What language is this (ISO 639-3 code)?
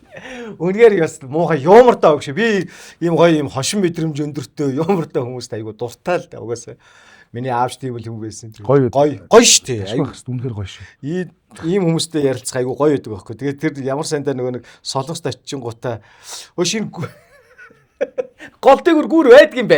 mon